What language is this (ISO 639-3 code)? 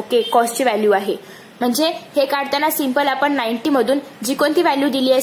mar